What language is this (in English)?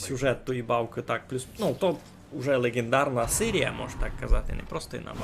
Rusyn